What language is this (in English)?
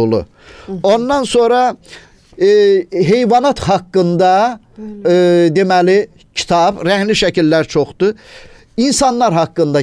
Azerbaijani